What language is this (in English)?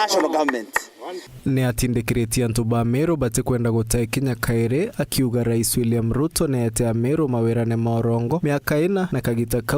Meru